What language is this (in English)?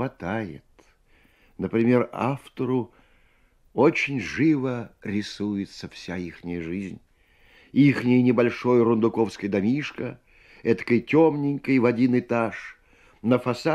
Russian